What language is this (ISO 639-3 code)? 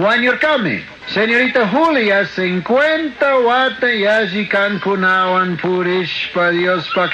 qug